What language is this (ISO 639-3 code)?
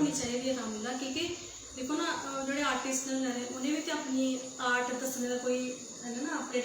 doi